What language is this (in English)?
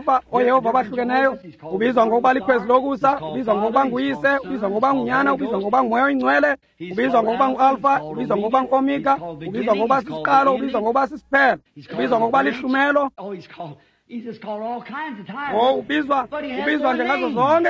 Xhosa